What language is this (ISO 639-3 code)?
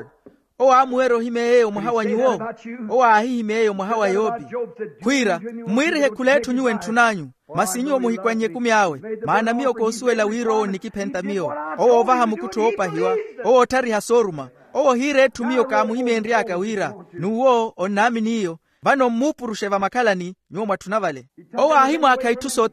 vmw